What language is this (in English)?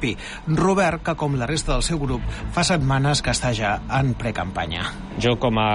Catalan